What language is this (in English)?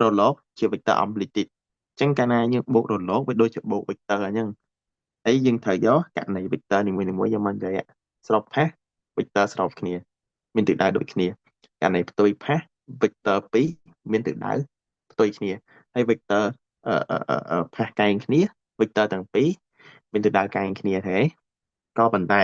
Khmer